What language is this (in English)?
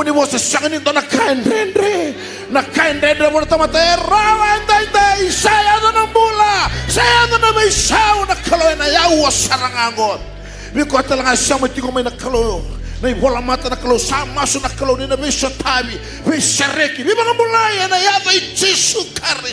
Fijian